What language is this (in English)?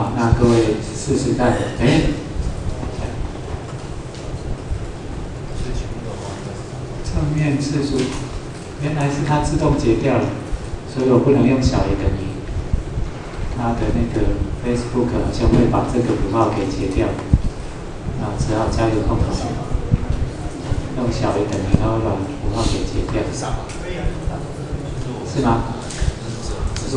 Chinese